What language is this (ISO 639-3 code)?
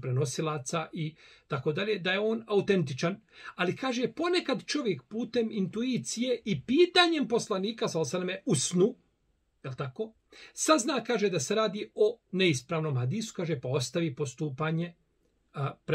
bos